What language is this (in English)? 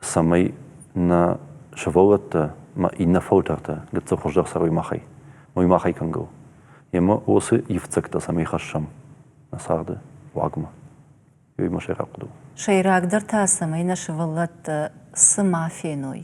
Ossetic